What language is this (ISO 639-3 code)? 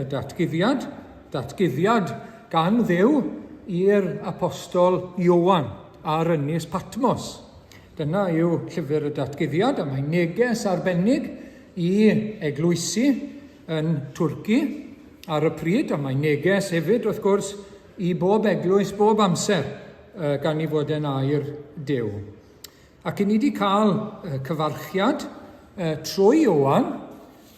cym